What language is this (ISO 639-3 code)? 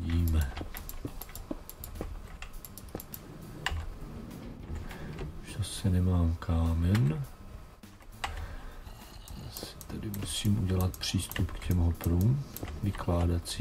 ces